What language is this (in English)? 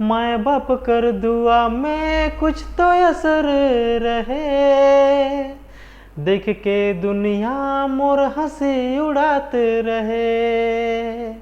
Sadri